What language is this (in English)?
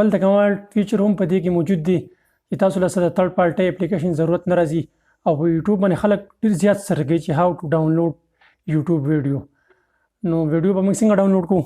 Pashto